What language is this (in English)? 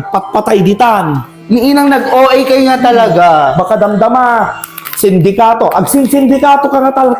Iloko